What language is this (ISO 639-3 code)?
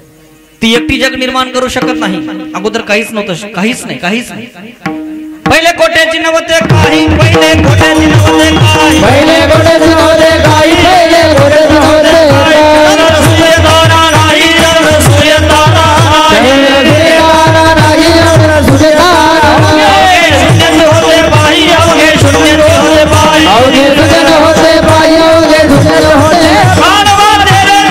mar